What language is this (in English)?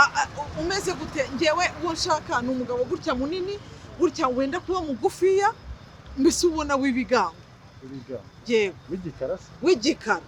Kinyarwanda